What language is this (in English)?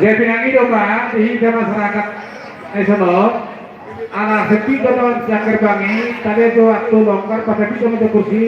Batak Toba